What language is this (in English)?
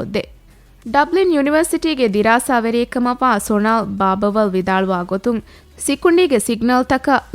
Divehi